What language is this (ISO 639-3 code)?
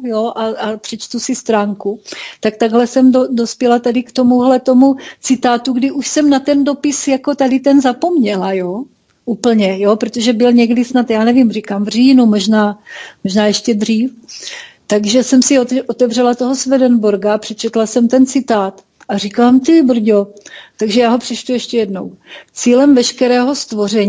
ces